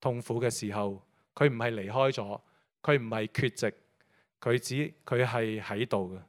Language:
Cantonese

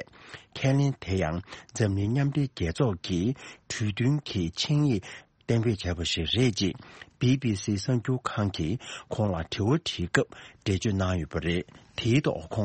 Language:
Tibetan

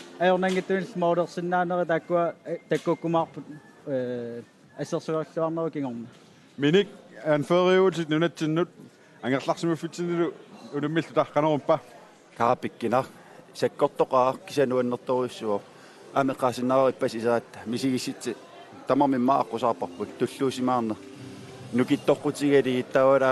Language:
Kalaallisut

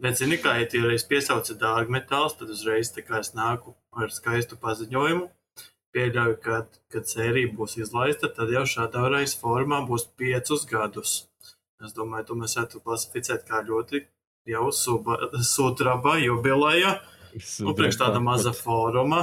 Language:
Latvian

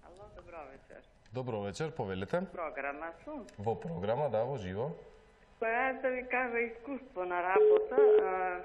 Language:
Macedonian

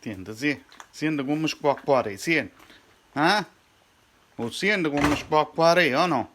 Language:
Neapolitan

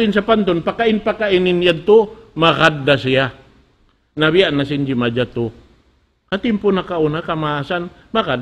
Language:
Tausug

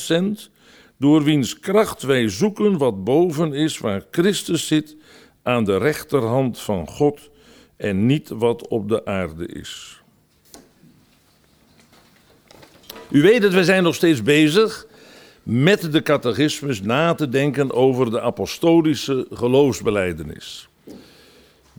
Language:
Dutch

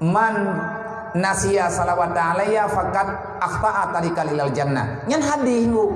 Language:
Achinese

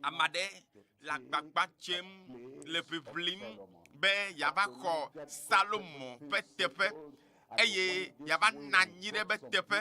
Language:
Ewe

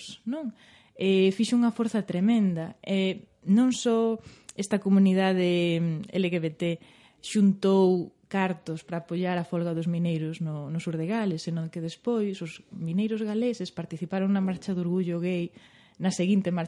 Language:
Galician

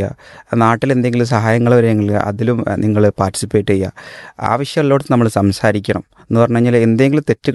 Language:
Malayalam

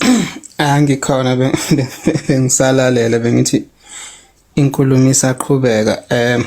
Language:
Zulu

